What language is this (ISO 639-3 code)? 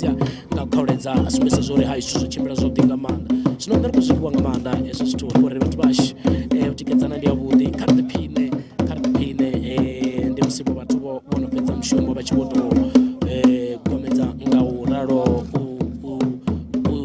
ven